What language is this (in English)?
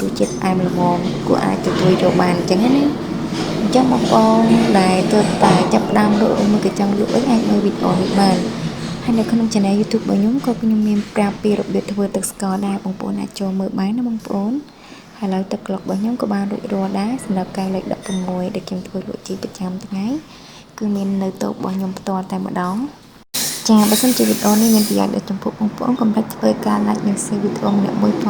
Khmer